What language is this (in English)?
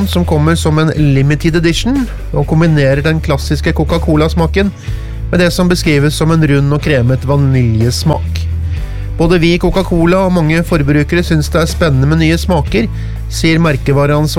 Norwegian